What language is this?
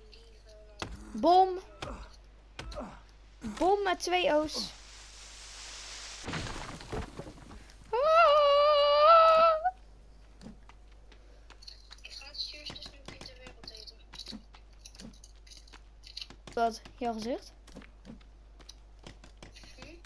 Dutch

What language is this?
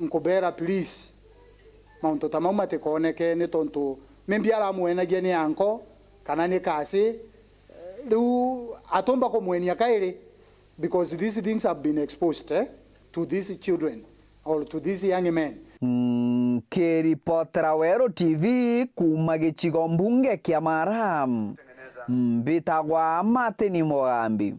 Meru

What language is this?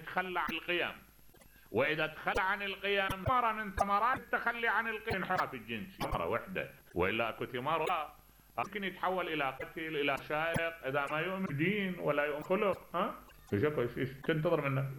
Mesopotamian Arabic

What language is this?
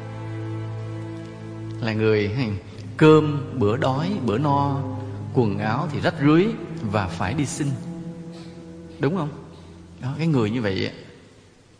Vietnamese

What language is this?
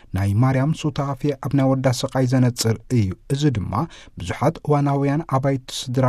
Tigrinya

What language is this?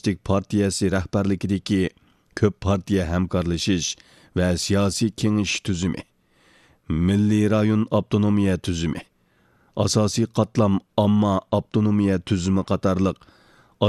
Uyghur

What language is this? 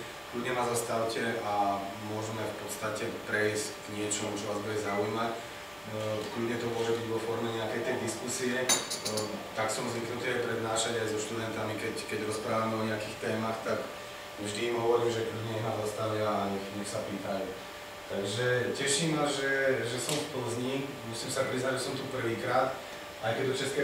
Slovak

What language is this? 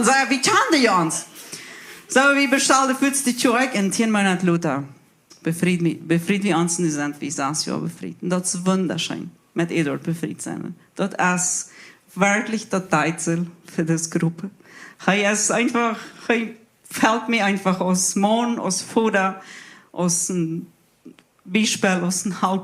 Plautdietsch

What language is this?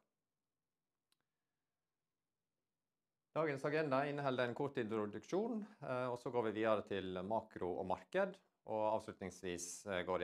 Norwegian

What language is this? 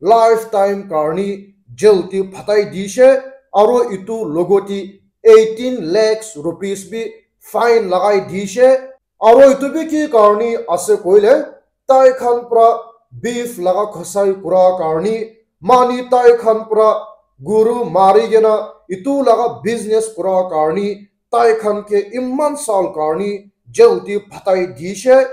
Naga Pidgin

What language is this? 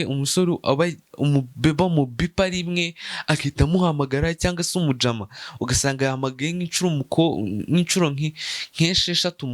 Kinyarwanda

